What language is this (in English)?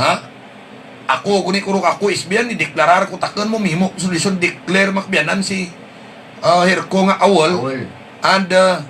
Hiligaynon